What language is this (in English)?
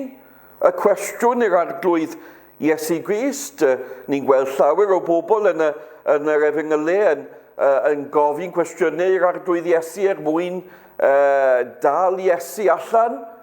Welsh